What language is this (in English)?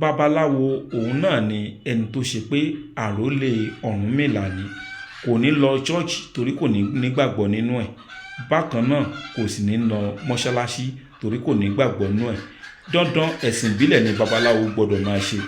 Yoruba